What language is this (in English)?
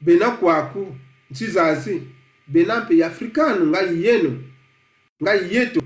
Kongo